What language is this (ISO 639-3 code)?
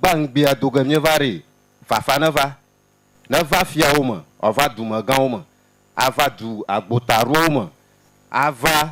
ewe